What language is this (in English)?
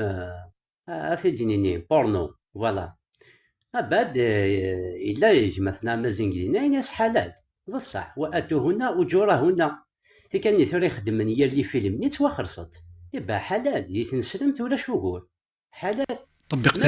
Kabyle